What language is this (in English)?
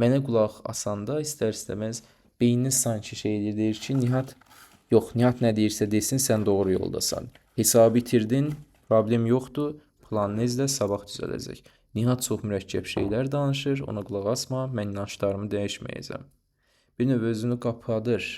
Azerbaijani